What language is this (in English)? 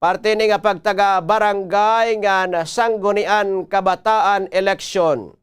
Waray